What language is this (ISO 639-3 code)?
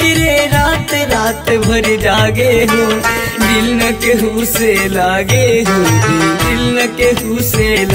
bho